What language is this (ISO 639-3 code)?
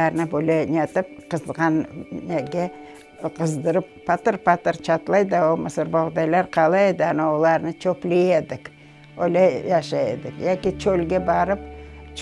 crh